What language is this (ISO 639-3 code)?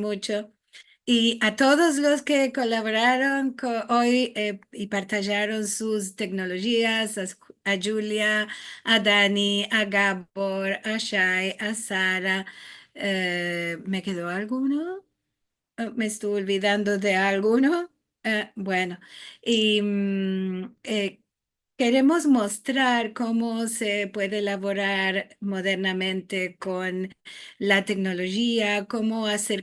lad